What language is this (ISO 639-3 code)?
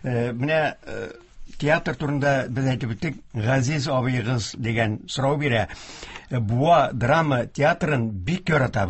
tat